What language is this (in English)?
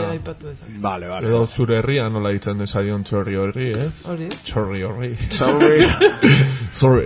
Basque